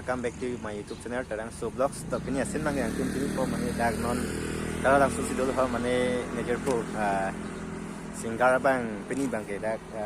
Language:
Karbi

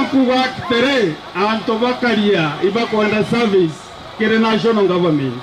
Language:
Meru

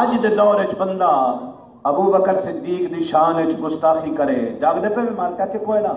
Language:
Saraiki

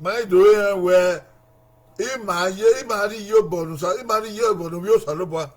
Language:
Bini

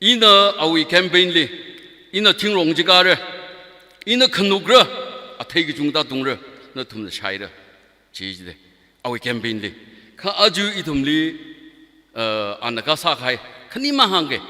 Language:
Tangkhul Naga (India)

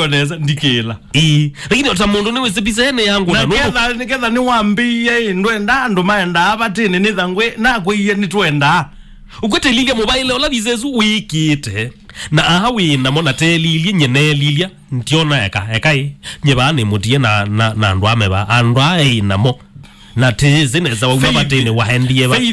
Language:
Kamba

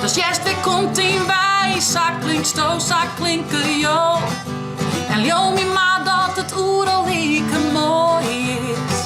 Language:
Western Frisian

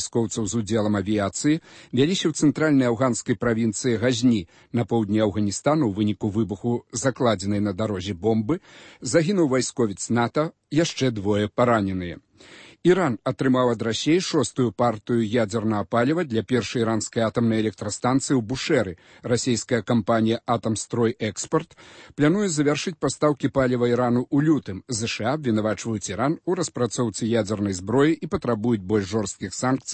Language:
Belarusian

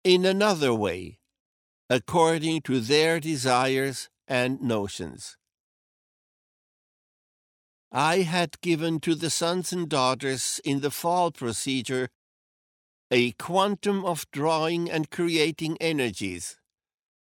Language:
English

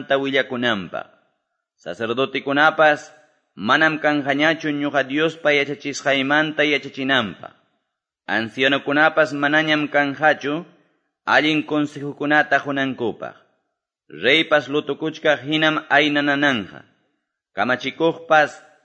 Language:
Quechua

